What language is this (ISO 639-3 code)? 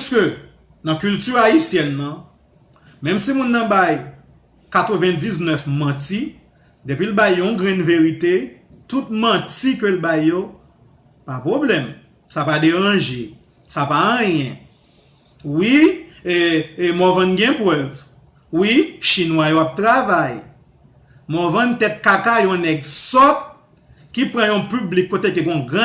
hat